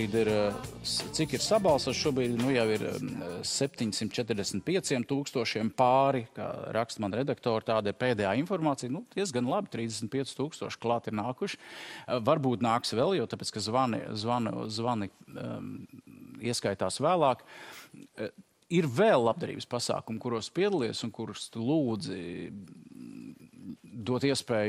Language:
Latvian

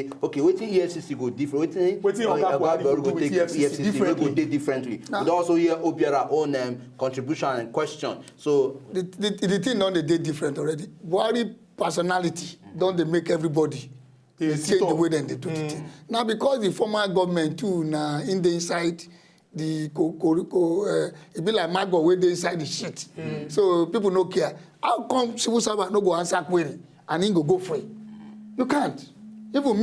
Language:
Nigerian Pidgin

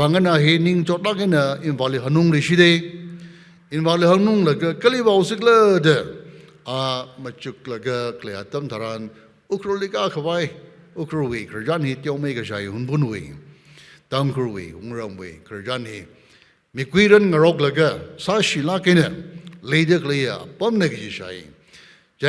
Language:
Tangkhul Naga (India)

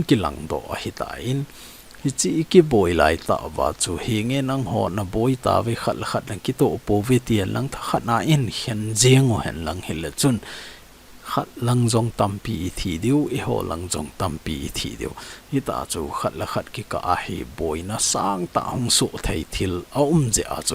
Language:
Thado Chin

